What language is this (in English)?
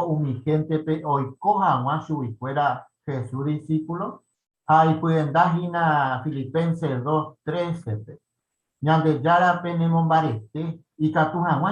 Guarani